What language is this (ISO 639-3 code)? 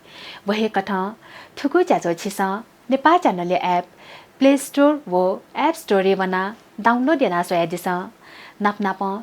new